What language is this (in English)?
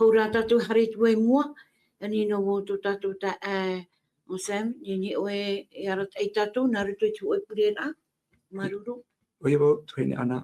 Tahitian